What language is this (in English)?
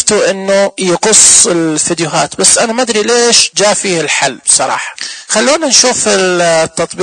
Najdi Arabic